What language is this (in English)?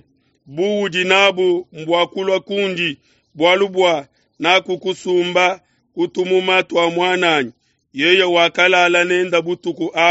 Luba-Lulua